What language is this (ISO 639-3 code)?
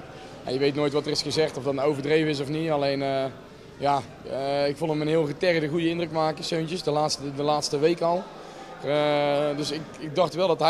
nld